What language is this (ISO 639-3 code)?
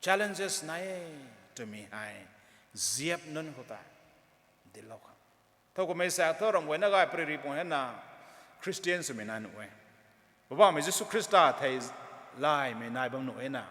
nbu